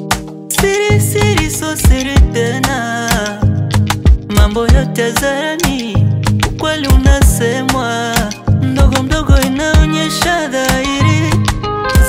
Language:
Swahili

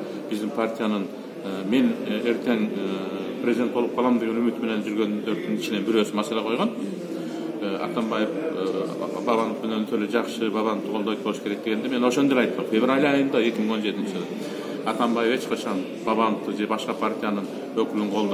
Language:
Kyrgyz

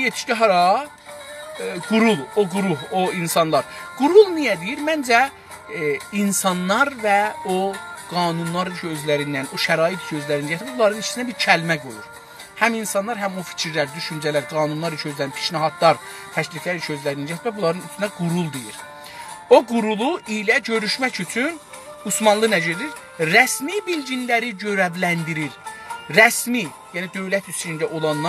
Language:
South Azerbaijani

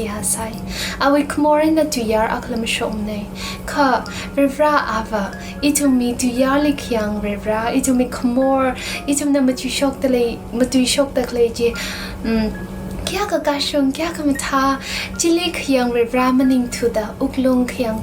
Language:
Tangkhul Naga (India)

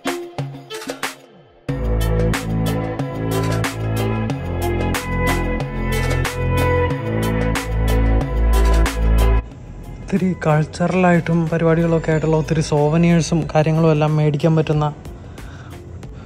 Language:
Malayalam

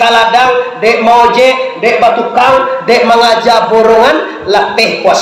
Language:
Minangkabau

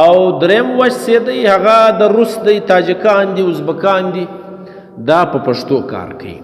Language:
Pashto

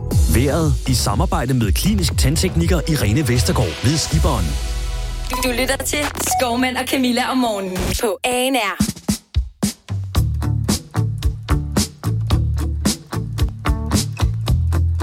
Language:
Danish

